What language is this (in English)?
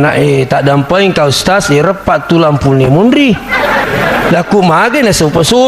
Buginese